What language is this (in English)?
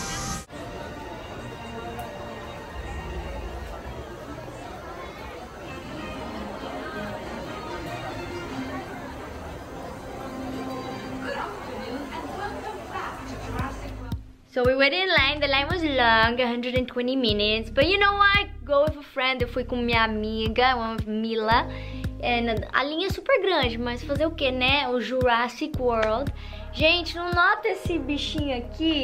Portuguese